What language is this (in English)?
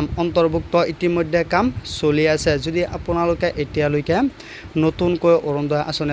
Assamese